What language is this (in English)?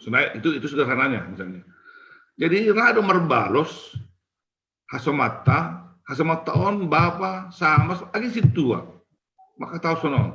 Batak Simalungun